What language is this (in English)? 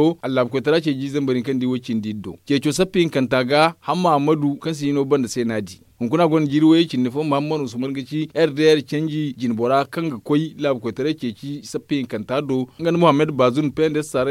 Zarma